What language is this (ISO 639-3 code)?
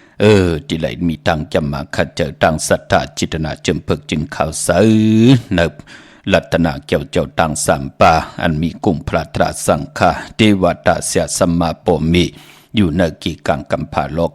shn